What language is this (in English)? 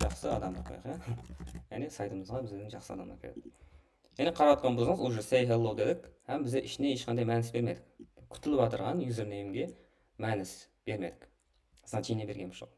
Kara-Kalpak